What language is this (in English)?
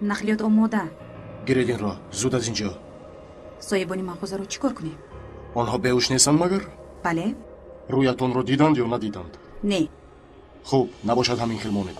Tajik